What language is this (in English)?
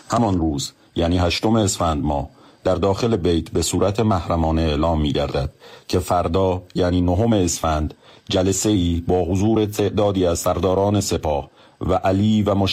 Persian